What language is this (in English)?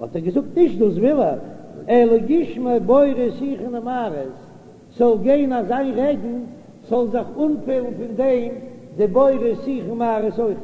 Yiddish